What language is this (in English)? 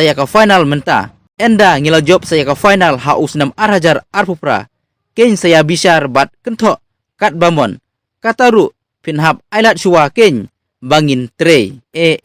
Khasi